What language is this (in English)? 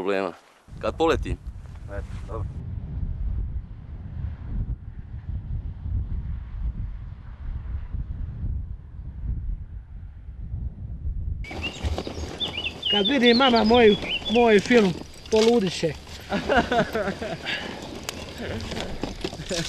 Croatian